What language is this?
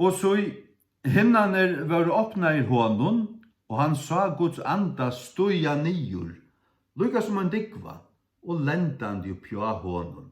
Faroese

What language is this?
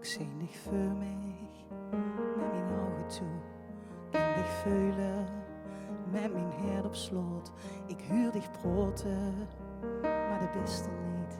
Limburgish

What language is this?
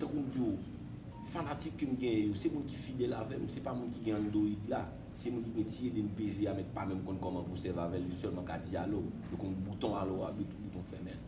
Haitian Creole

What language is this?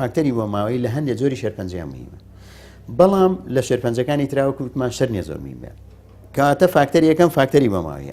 Central Kurdish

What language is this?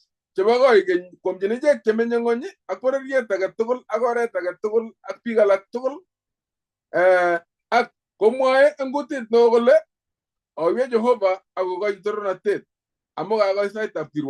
Kalenjin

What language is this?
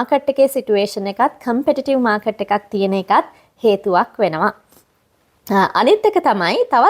Sinhala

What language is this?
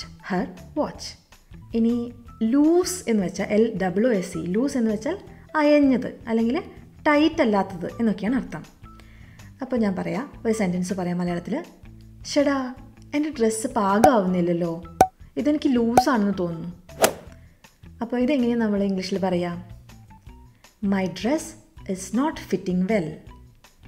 Malayalam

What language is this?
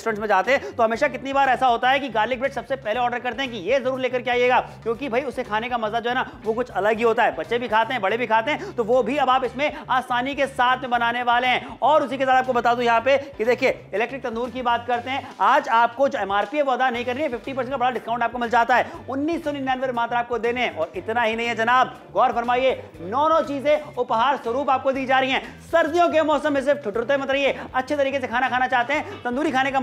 Hindi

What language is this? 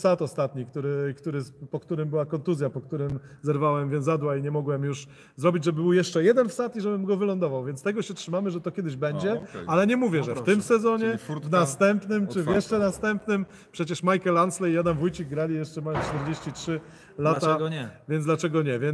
Polish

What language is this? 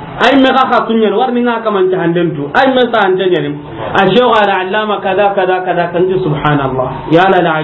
Soninke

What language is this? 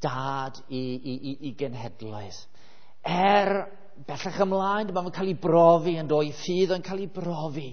Welsh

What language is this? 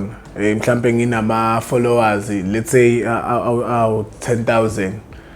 Zulu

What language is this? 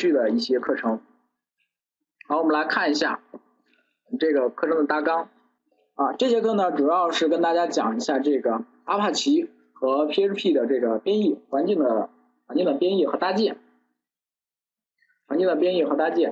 Chinese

